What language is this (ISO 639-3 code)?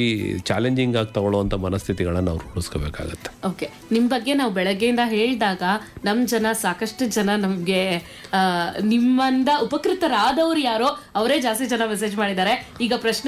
kan